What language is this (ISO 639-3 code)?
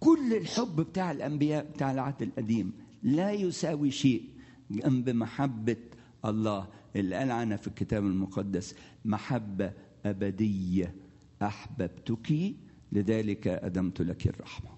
arz